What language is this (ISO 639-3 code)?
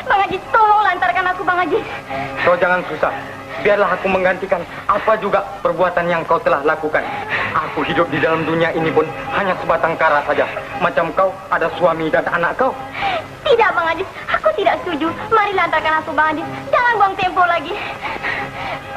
msa